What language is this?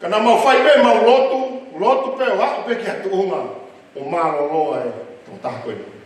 Tongan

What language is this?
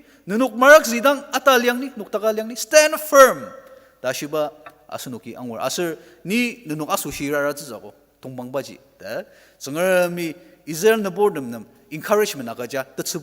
Ao Naga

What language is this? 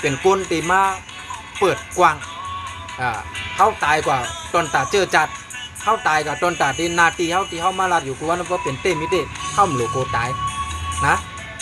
Shan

